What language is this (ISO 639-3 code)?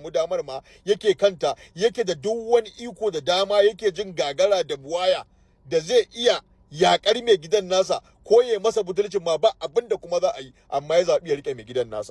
hau